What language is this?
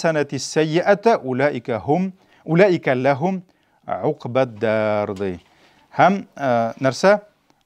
Tatar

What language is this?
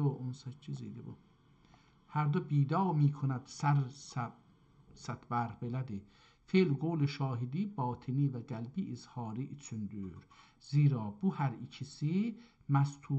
South Azerbaijani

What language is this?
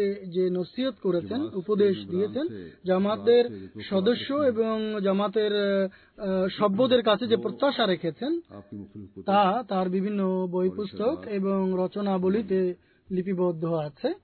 Bangla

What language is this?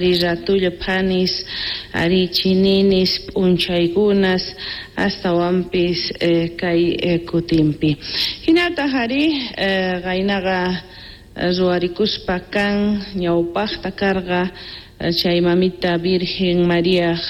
South Bolivian Quechua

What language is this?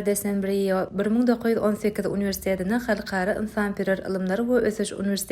Turkmen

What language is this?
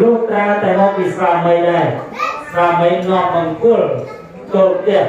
Khmer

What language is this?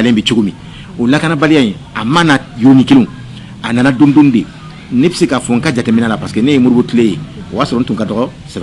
Bambara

